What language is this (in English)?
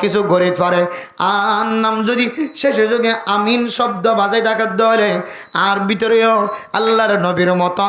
Rohingya